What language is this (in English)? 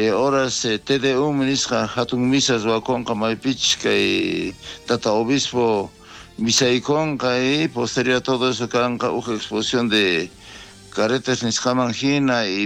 South Bolivian Quechua